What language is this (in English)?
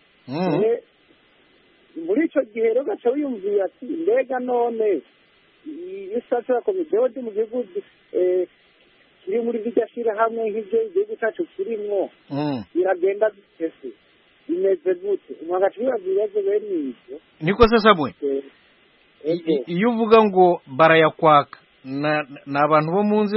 Kinyarwanda